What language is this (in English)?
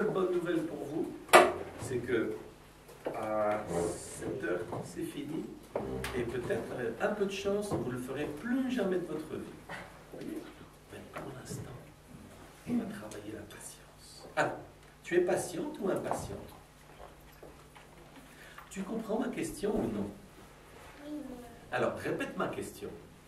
French